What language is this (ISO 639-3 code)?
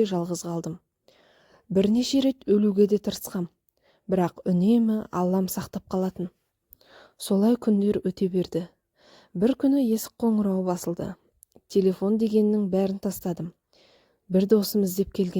kaz